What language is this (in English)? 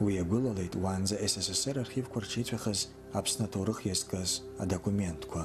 Abkhazian